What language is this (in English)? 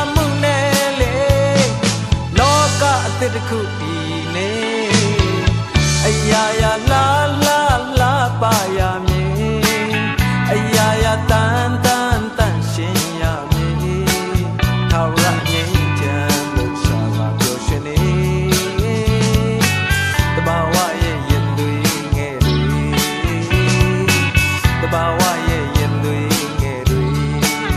Burmese